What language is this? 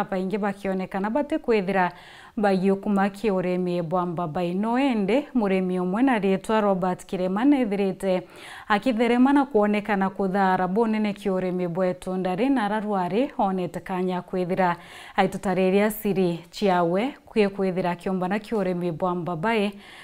Meru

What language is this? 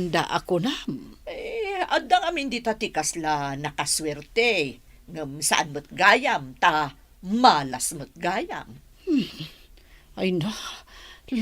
Iloko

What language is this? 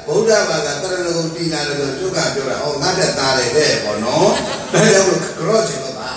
Burmese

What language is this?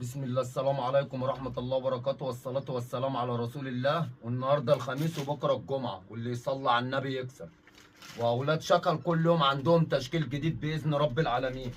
Egyptian Arabic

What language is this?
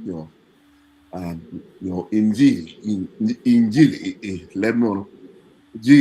Acoli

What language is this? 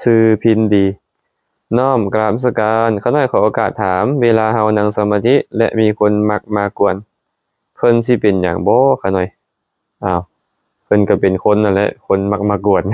Lao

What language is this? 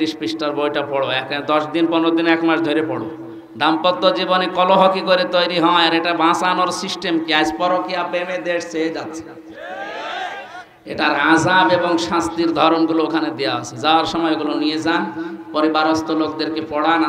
Bangla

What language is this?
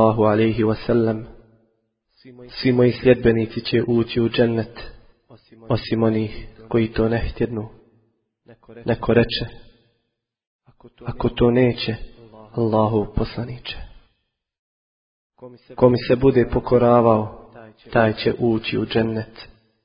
Bosnian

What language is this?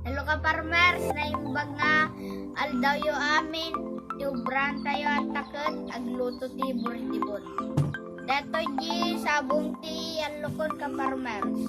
Iloko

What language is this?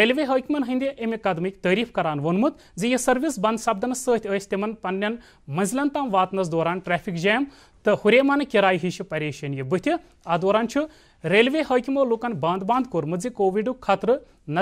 Kashmiri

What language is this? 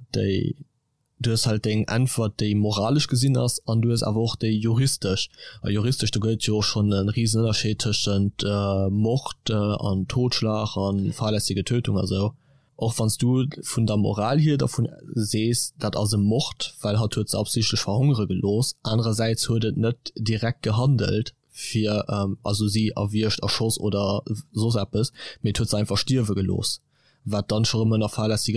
Luxembourgish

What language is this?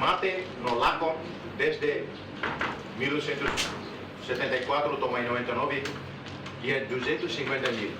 Tetum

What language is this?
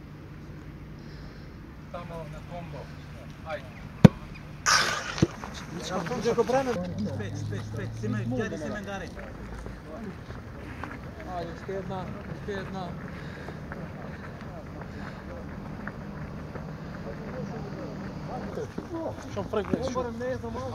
Croatian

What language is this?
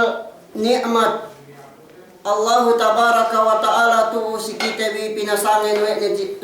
Yakan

